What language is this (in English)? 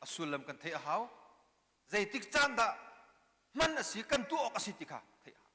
Hakha Chin